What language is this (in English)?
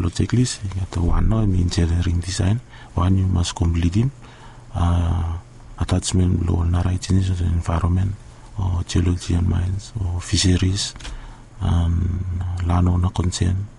Bislama